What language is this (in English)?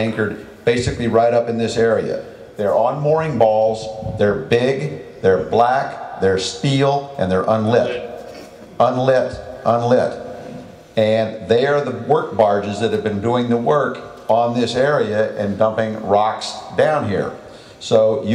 English